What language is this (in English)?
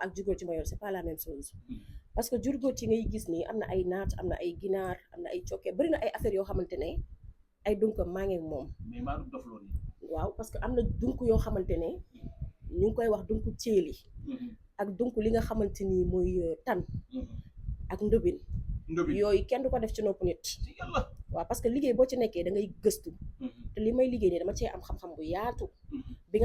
Wolof